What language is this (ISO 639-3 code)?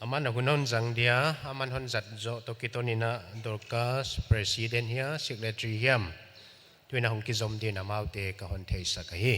pck